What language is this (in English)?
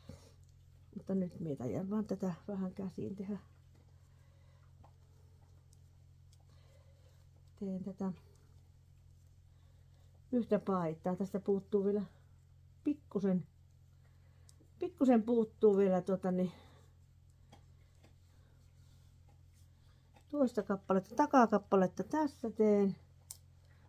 Finnish